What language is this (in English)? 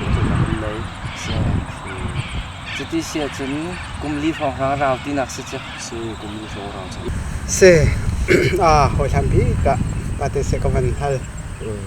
Hakha Chin